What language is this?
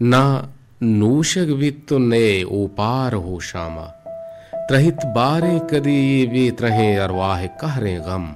Baluchi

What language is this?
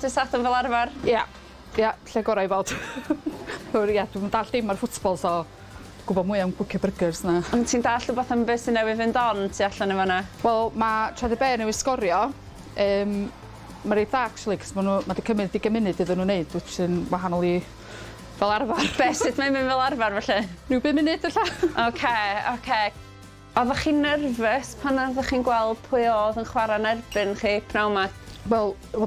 Welsh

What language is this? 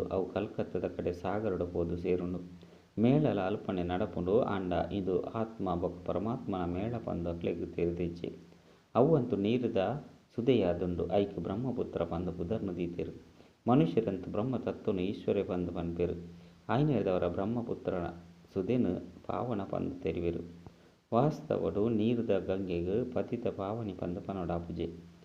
Tulu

